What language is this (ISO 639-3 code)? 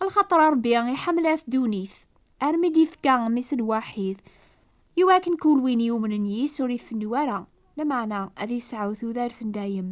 kab